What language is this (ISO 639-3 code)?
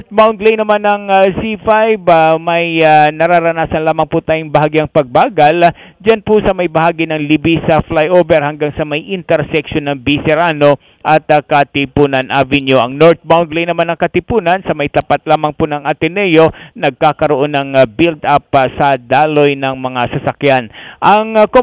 fil